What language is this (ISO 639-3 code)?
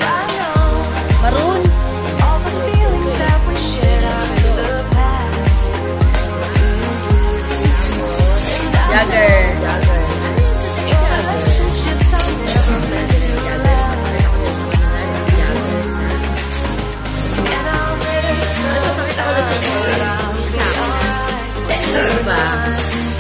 fil